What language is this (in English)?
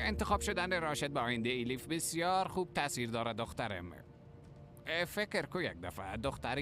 Persian